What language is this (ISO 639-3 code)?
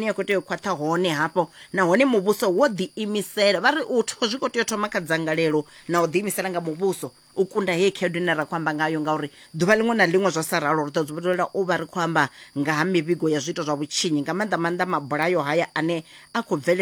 ven